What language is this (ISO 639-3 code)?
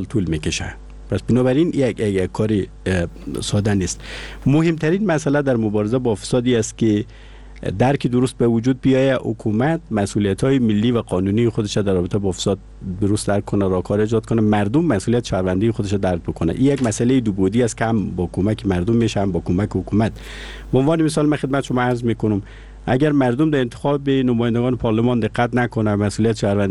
fas